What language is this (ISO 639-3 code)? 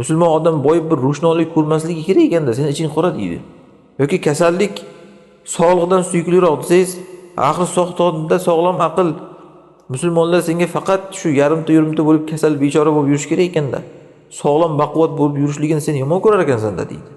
uzb